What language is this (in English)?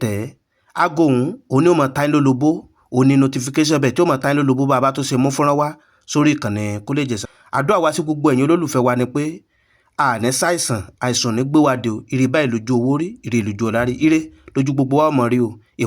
Yoruba